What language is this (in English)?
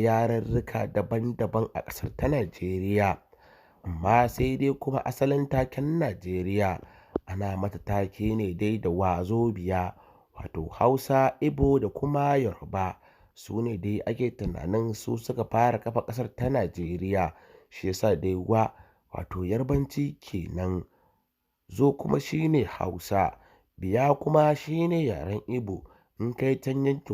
Hausa